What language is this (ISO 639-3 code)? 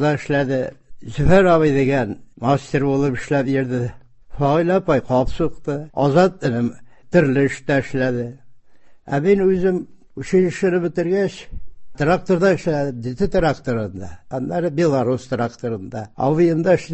tat